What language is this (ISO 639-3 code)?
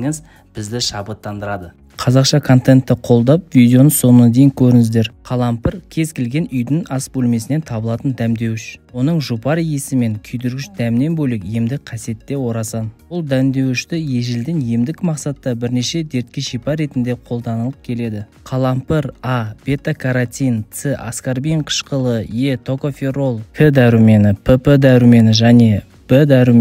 kaz